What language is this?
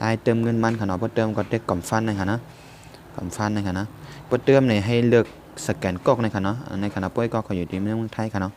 Shan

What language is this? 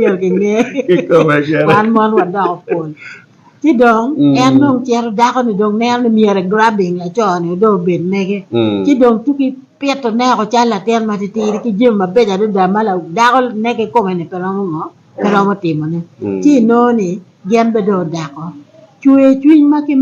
Acoli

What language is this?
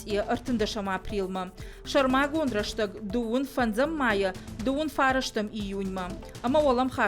Ossetic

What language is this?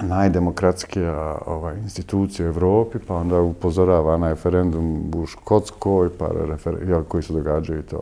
Bosnian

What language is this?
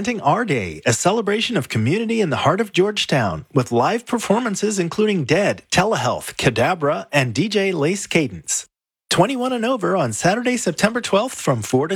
English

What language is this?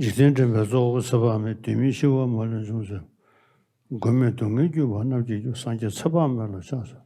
Tibetan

